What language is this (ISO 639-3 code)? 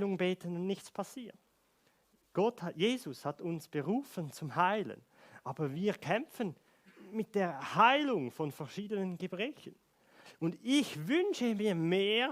gsw